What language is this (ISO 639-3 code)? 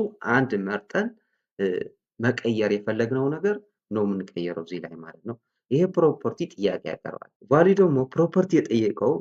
amh